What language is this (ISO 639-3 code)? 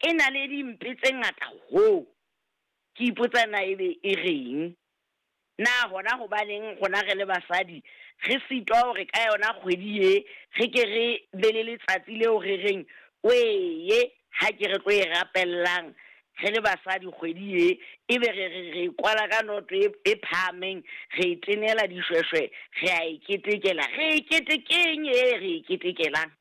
sot